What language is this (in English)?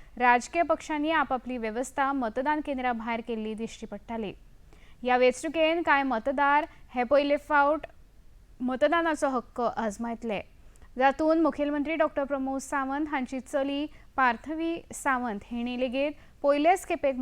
Konkani